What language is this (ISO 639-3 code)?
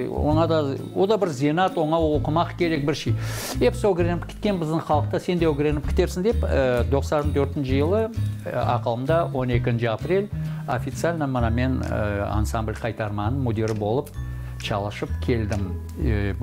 crh